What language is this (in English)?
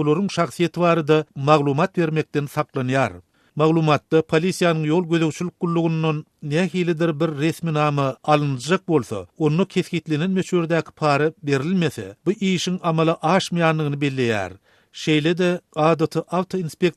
Turkmen